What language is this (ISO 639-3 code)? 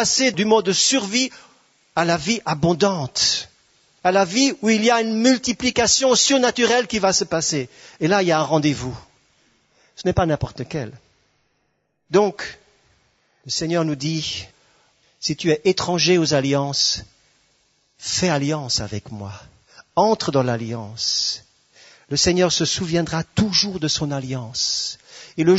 fra